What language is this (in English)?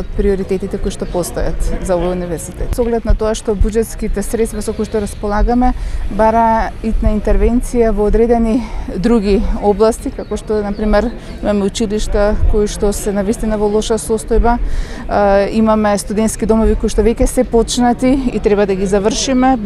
Macedonian